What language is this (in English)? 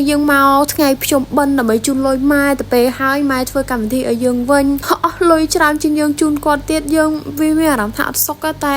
Khmer